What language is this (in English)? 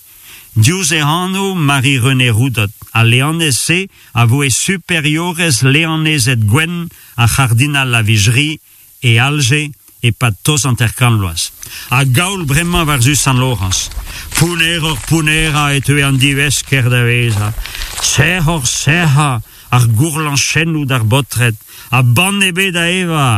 Breton